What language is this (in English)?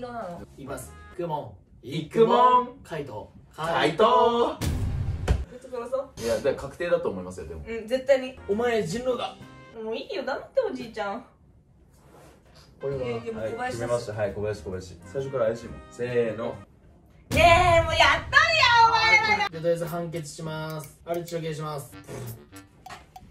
Japanese